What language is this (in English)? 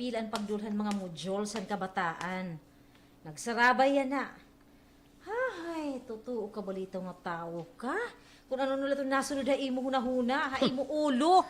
Waray